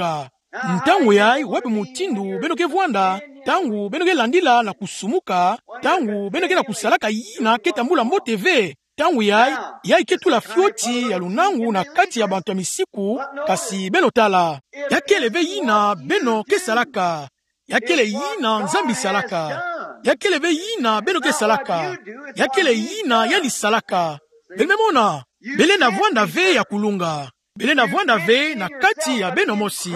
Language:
Kituba (Democratic Republic of Congo)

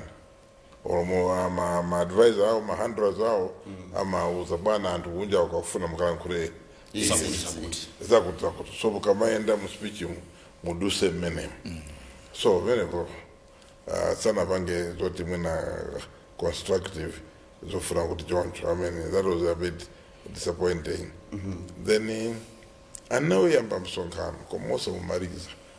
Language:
Nyanja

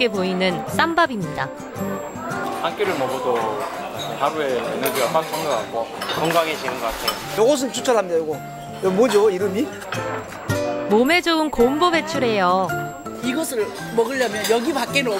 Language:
Korean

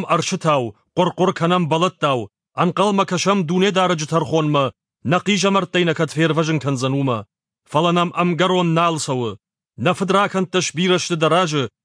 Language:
Ossetic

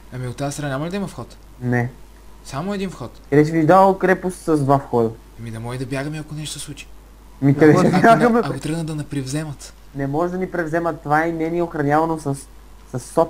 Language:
Bulgarian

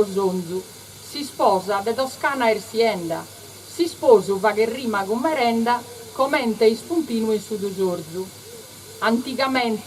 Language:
Sardinian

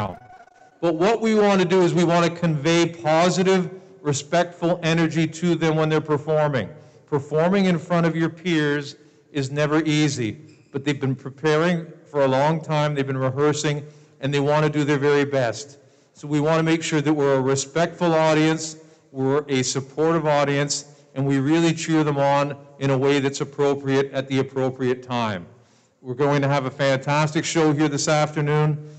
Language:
English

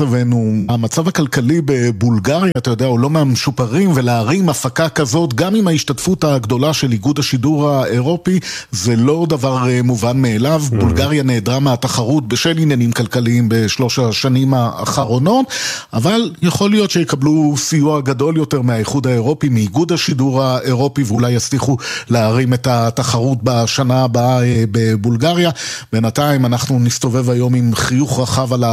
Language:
Hebrew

